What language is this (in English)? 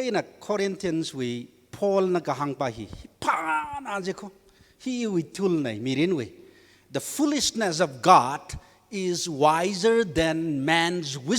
Tangkhul Naga (India)